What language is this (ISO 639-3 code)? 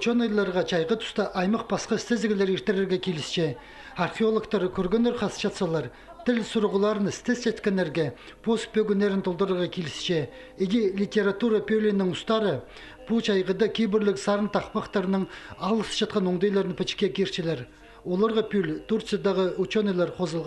kjh